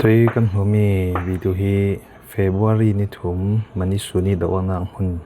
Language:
Falam Chin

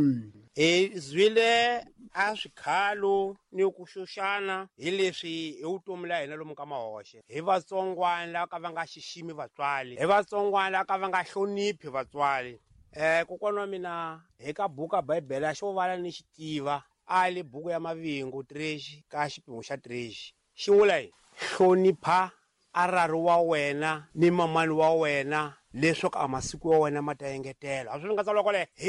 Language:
Tsonga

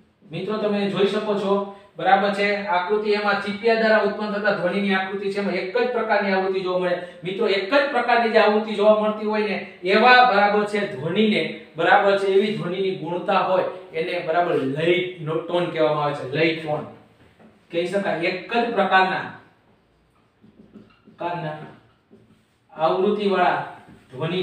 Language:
Gujarati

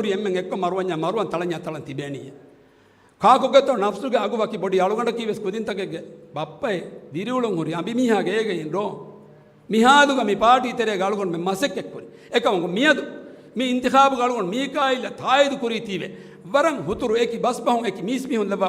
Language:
Divehi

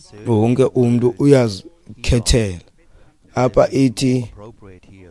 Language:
Xhosa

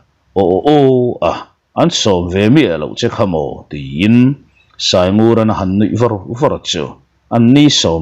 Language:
Mizo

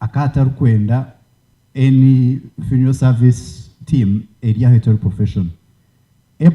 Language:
Nyankole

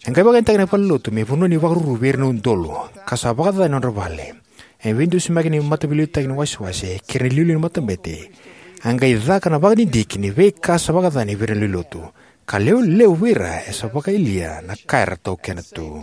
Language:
Fijian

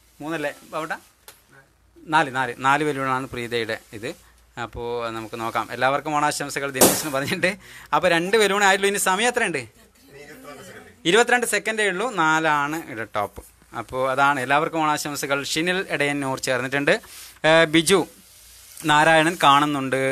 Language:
Malayalam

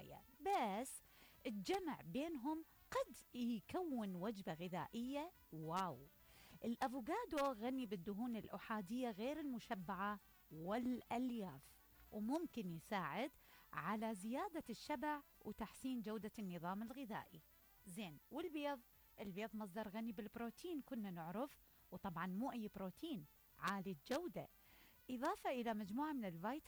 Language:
Mesopotamian Arabic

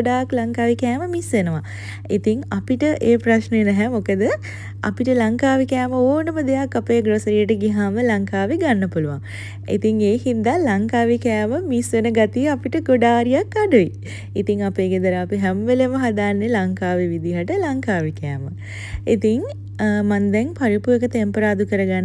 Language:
Sinhala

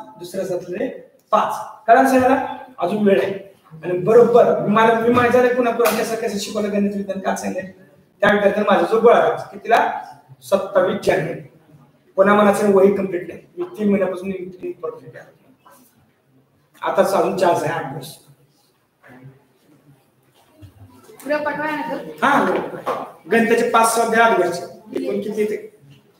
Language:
Marathi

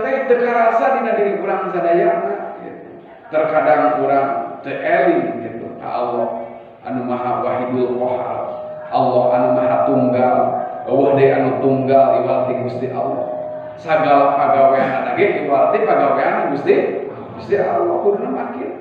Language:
Sundanese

